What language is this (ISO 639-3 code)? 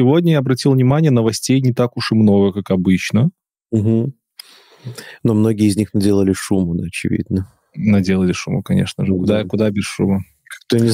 rus